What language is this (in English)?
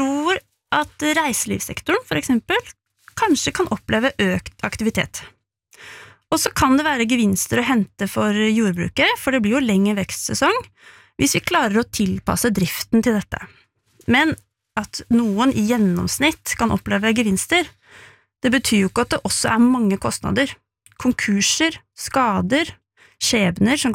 Norwegian